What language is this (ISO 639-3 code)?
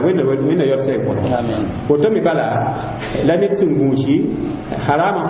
mos